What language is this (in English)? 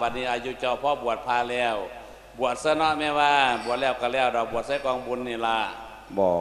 Lao